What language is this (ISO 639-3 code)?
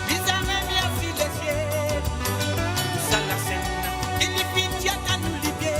mfe